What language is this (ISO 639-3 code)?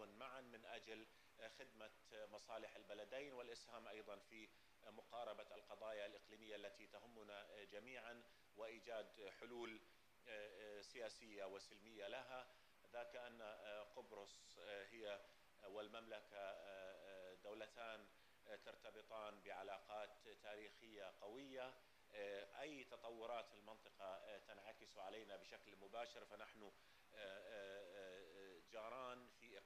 ara